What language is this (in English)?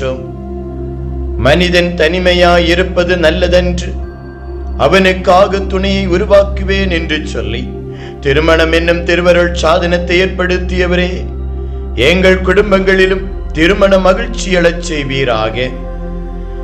Tamil